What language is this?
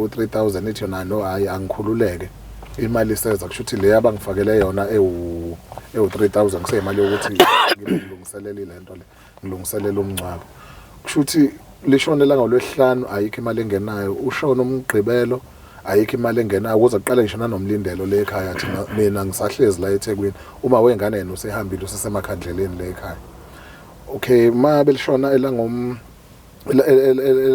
Zulu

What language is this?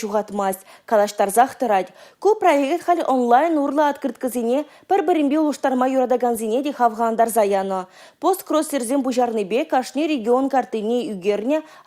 Chuvash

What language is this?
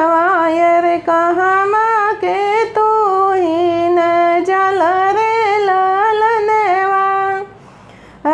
Bhojpuri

